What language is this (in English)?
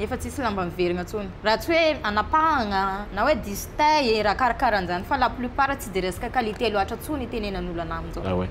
Malagasy